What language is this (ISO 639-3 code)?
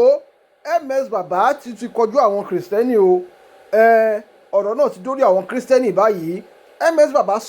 yor